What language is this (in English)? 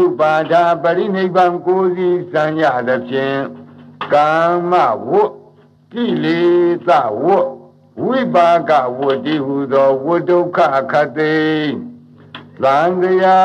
Burmese